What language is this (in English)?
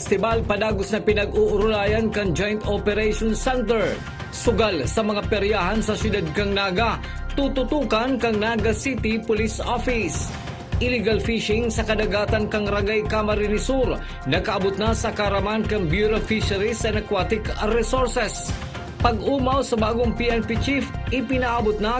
Bikol